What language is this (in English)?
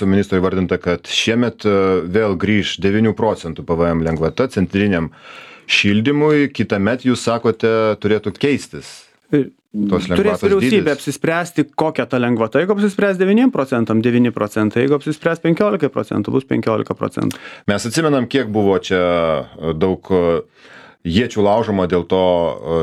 Lithuanian